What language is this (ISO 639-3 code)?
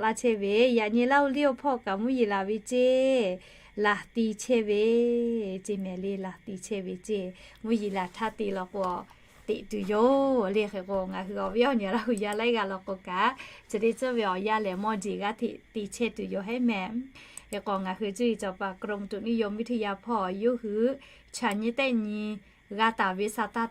lhu